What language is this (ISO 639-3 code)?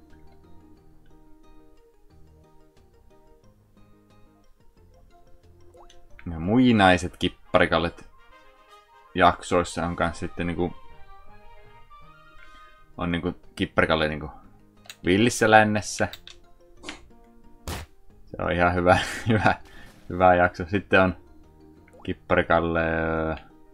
fin